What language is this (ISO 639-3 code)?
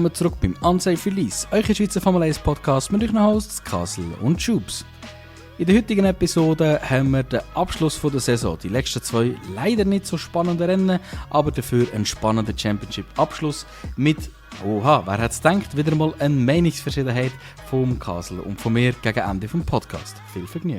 gsw